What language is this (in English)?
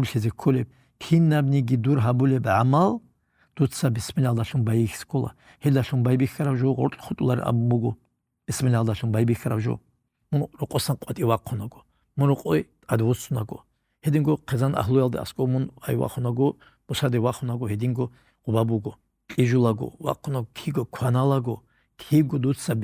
Avaric